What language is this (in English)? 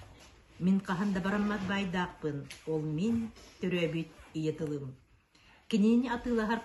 Yakut